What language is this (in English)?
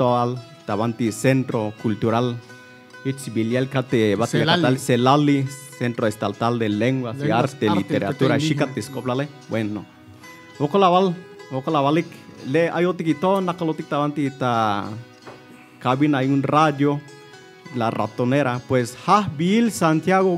Tzeltal